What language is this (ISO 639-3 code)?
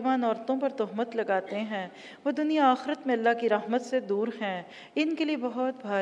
urd